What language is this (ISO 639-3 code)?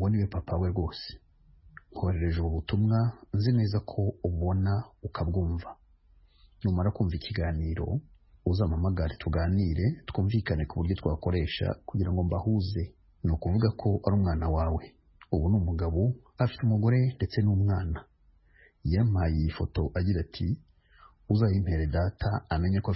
kin